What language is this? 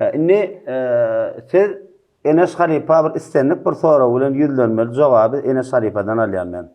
Turkmen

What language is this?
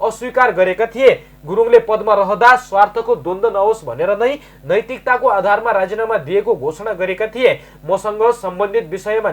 Nepali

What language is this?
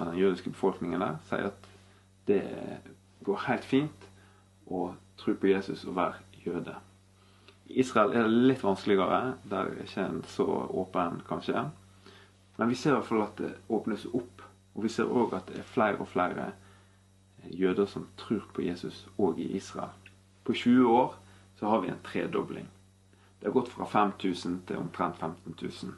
Norwegian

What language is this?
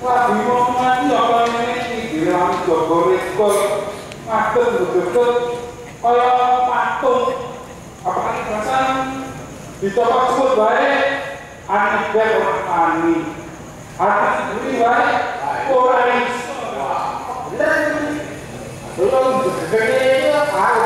Javanese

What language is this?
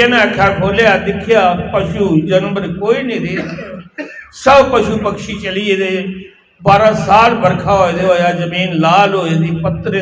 Dogri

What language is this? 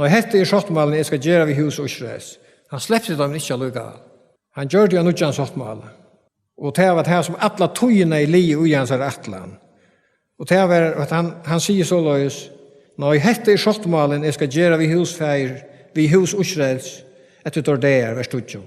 Faroese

